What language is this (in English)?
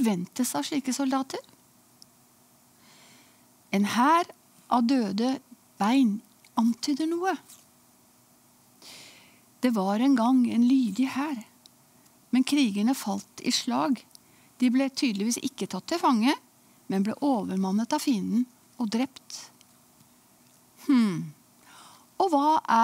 Norwegian